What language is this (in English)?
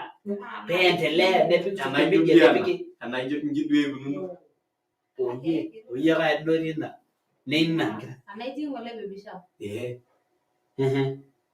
Masai